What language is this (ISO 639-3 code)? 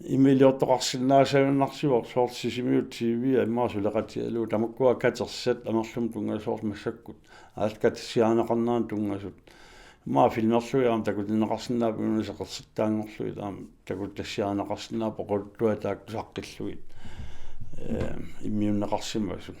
kal